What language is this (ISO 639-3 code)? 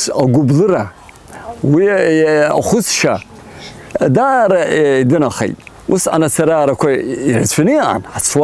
abk